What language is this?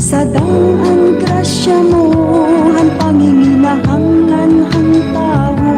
Waray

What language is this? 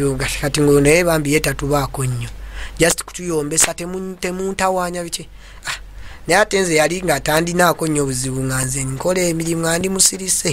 Ganda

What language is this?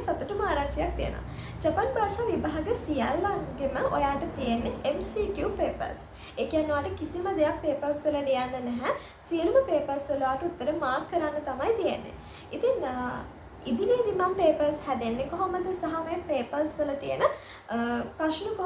Sinhala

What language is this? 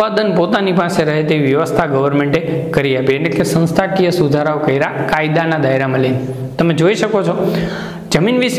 Gujarati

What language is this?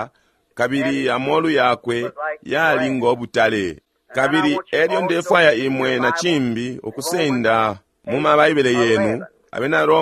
Bemba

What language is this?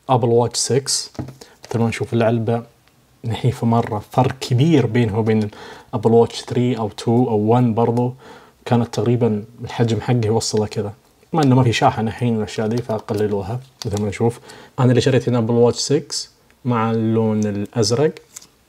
Najdi Arabic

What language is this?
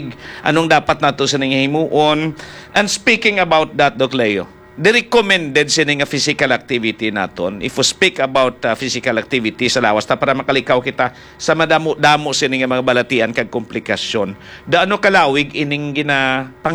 Hiligaynon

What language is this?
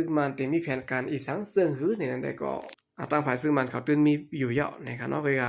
Shan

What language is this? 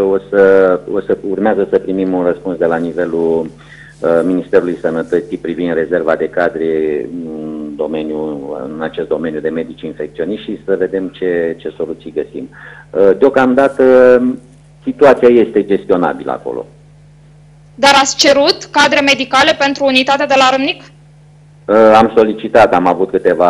Romanian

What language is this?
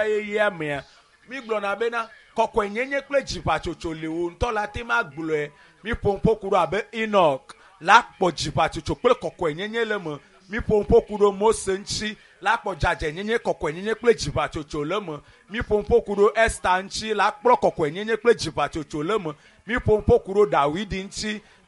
Ewe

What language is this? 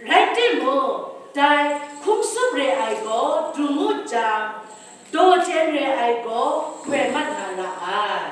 Kachin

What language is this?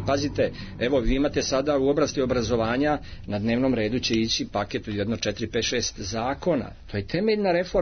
Serbian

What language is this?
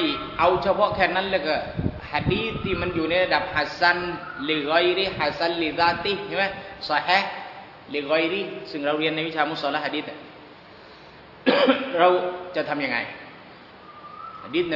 Thai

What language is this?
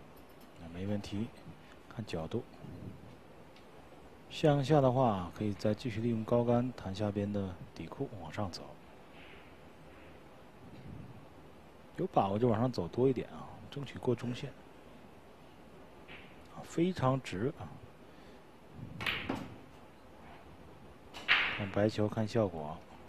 Chinese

